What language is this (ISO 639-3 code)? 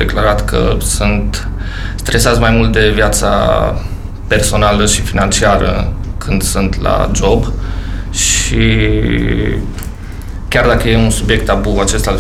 ron